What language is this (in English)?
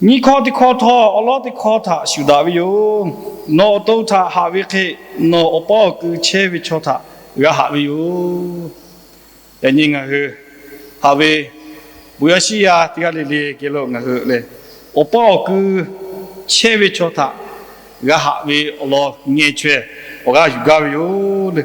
Lahu